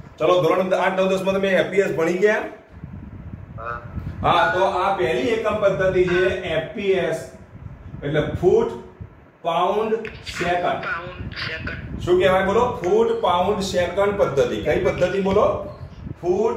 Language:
Gujarati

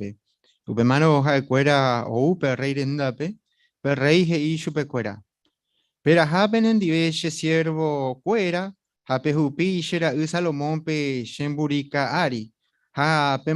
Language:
Guarani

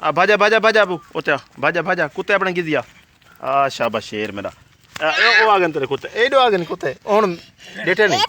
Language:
Saraiki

